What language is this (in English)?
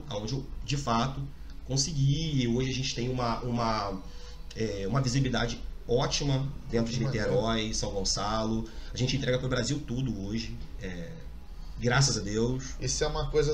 Portuguese